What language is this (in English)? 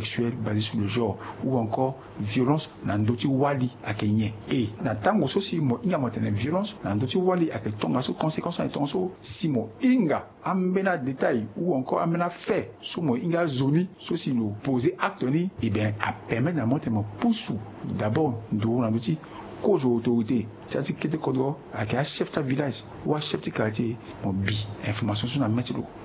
Sango